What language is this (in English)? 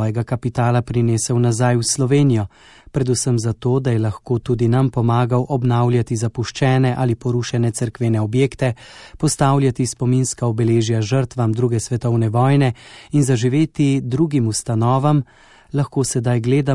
Slovenian